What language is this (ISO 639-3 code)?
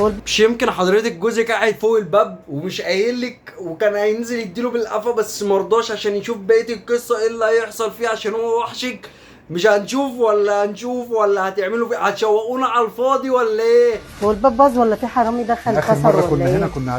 arz